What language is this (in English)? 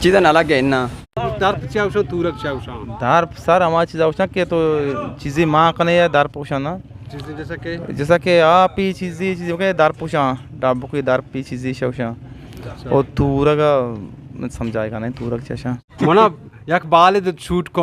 Eastern Balochi